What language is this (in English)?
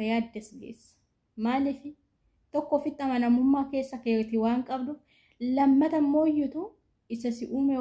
Oromo